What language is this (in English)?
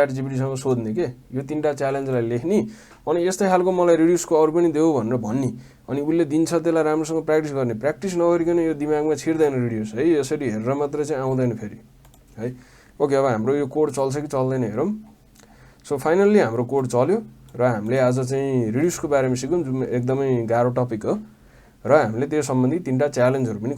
Nepali